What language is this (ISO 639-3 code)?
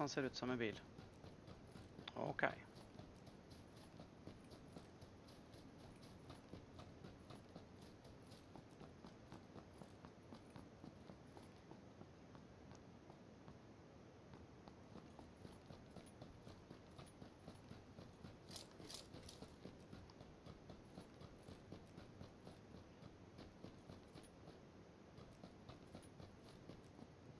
swe